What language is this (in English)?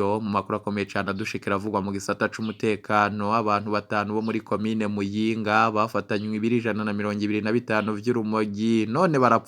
Rundi